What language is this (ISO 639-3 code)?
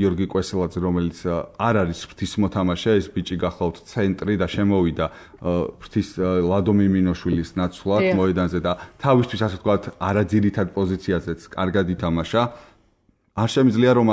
kat